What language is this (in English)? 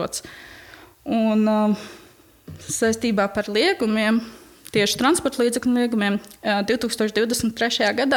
Latvian